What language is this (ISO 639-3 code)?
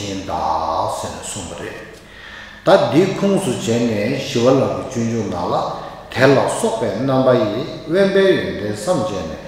bod